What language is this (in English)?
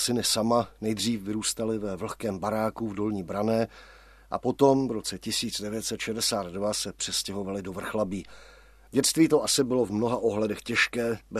Czech